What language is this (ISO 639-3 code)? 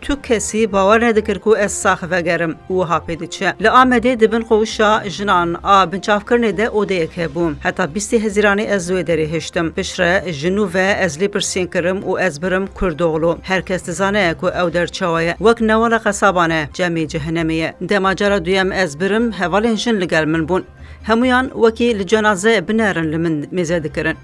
kur